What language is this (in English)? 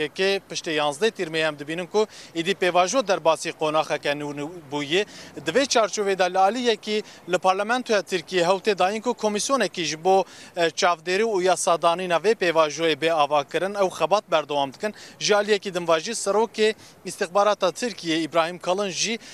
Kurdish